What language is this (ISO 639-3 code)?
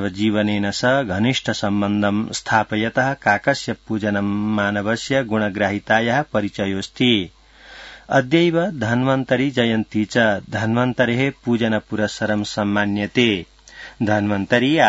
san